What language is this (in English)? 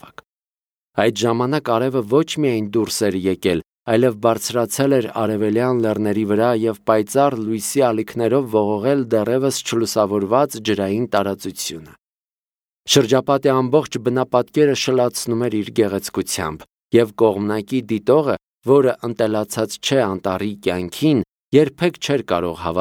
Armenian